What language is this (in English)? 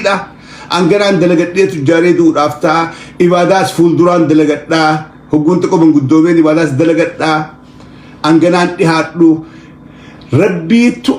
Oromo